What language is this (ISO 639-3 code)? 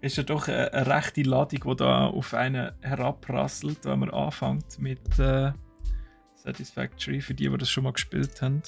gsw